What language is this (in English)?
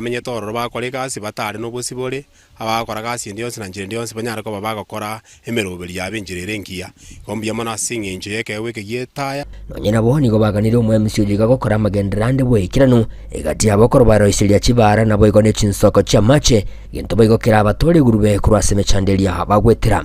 Gusii